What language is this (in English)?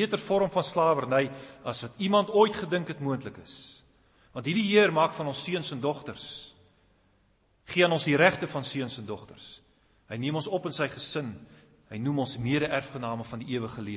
Afrikaans